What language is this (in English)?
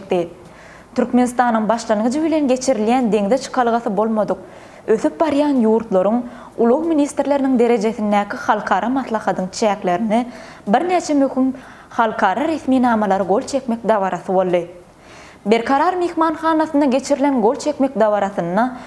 Turkmen